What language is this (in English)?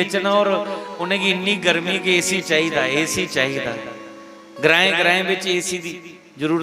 Dogri